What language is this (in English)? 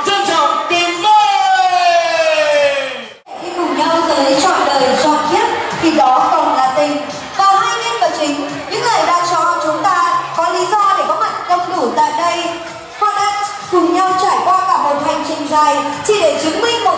Vietnamese